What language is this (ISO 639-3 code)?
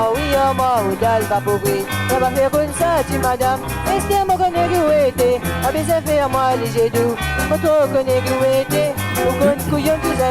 mfe